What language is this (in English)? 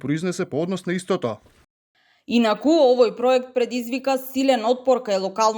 Macedonian